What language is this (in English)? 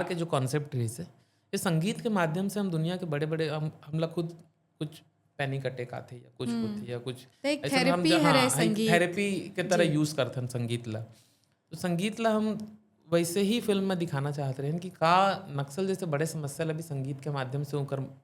Chhattisgarhi